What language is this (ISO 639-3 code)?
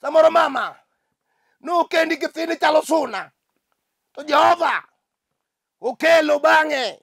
luo